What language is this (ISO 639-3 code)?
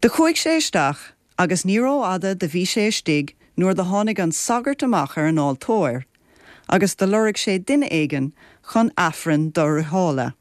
gle